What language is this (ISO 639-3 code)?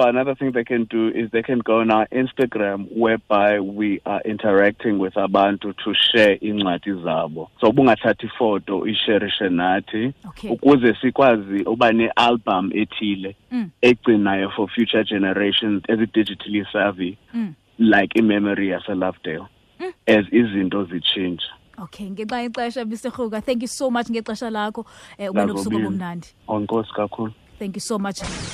xho